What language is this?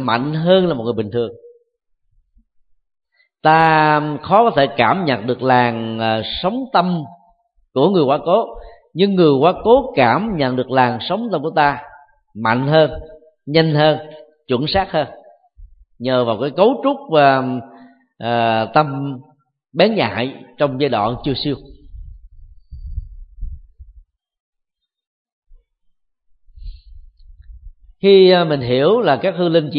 Vietnamese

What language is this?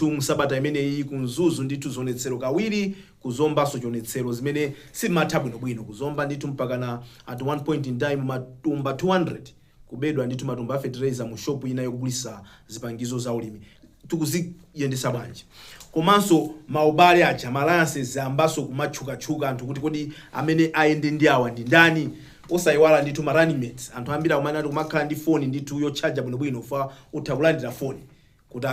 Nyanja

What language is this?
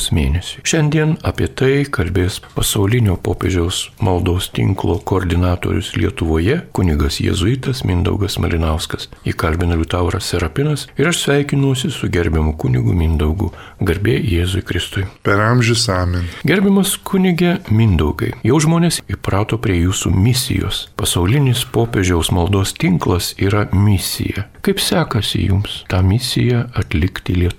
Lithuanian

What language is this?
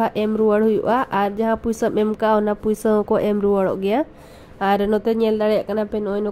Santali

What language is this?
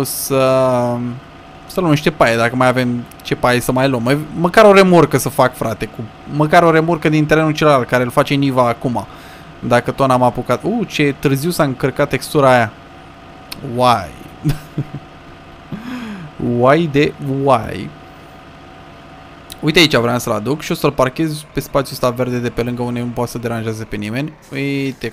Romanian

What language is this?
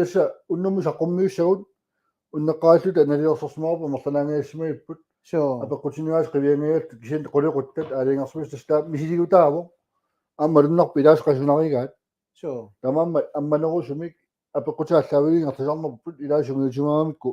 Kalaallisut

